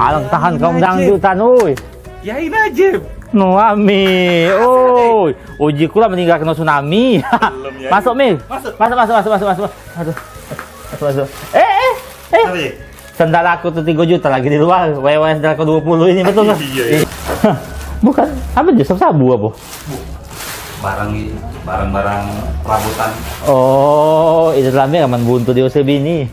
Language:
Musi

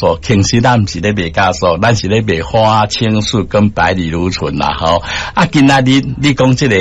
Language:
Min Nan Chinese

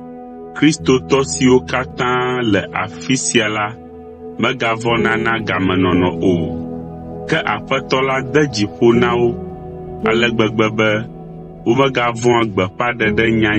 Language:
Ewe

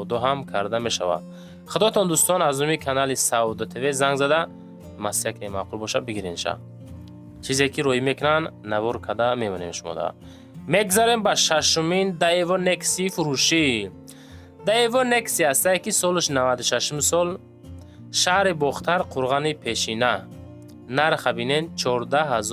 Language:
Tajik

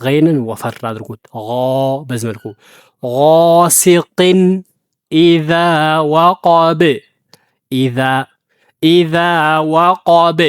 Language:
Amharic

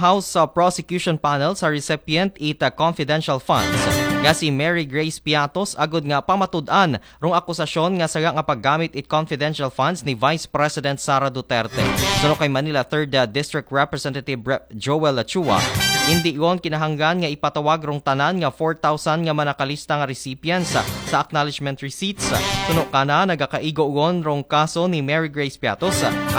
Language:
Aklanon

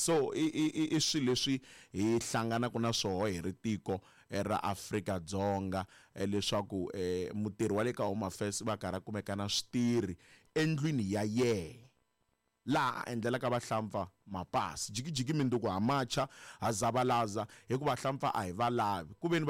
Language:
Tsonga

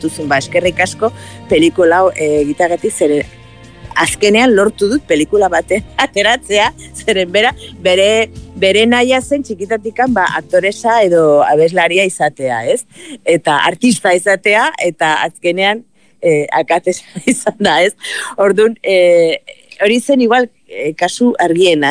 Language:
Basque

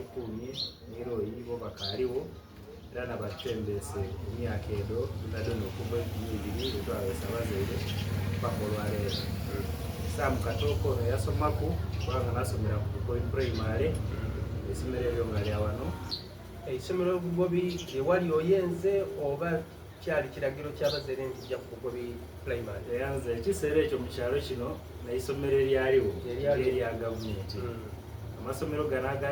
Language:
Soga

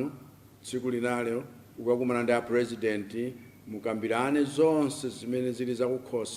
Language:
Nyanja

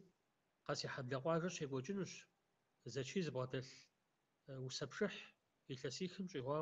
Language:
Kabardian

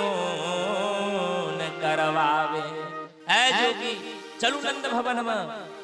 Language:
Maithili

